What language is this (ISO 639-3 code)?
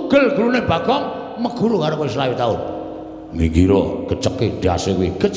jav